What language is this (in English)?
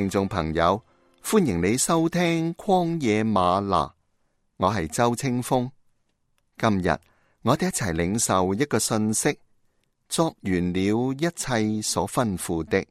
Cantonese